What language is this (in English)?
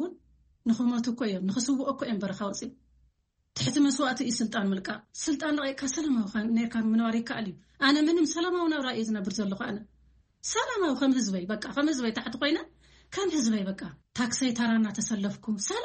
Tigrinya